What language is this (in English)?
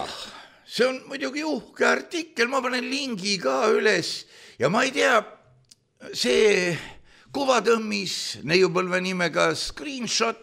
Estonian